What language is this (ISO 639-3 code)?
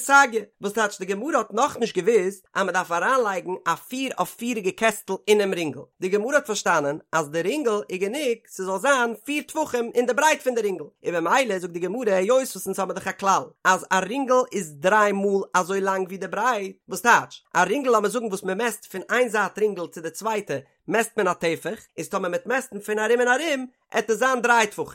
yid